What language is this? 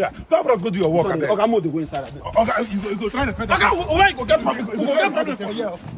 Nigerian Pidgin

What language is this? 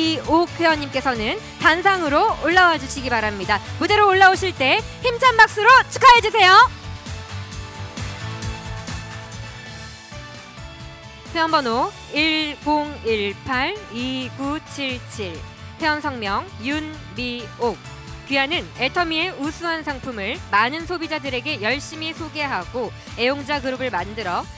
Korean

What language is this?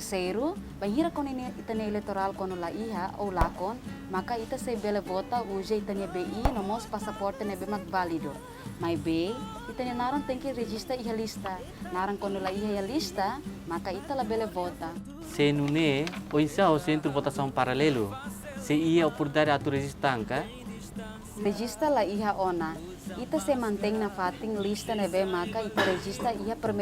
Tetum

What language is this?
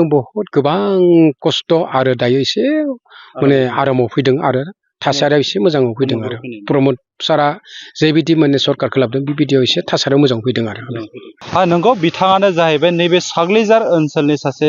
Bodo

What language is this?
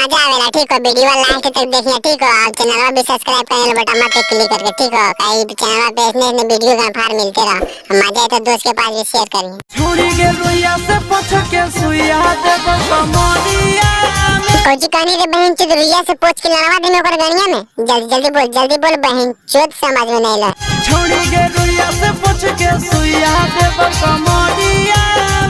Magahi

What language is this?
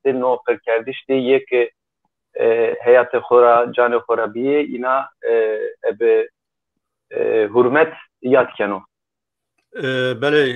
Zaza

